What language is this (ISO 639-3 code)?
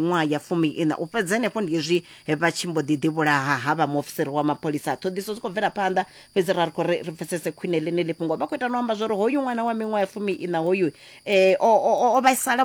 ven